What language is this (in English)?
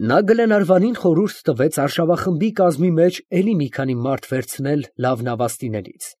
Armenian